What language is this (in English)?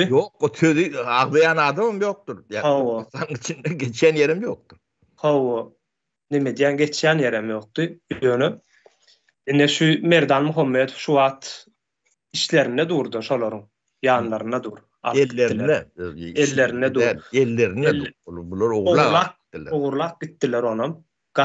Turkmen